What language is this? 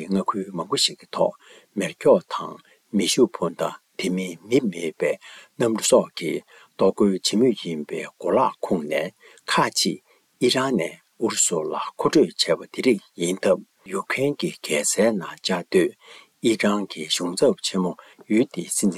Tibetan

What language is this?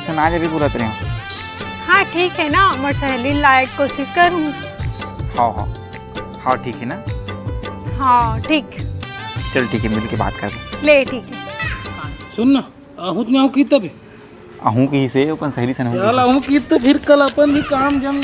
Chhattisgarhi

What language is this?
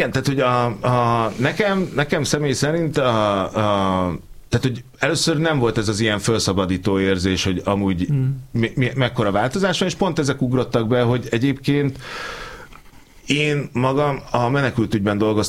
Hungarian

